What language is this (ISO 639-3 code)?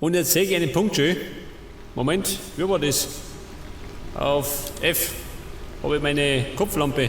bar